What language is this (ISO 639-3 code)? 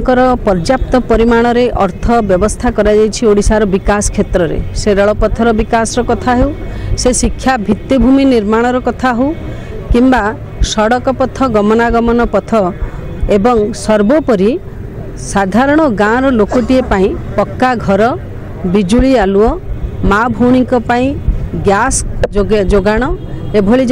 ori